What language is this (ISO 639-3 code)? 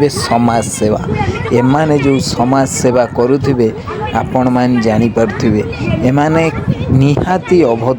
ori